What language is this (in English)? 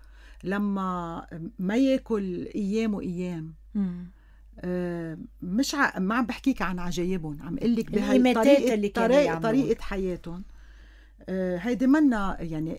North Levantine Arabic